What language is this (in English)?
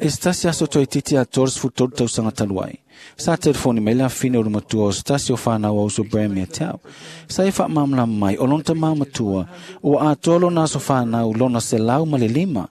Samoan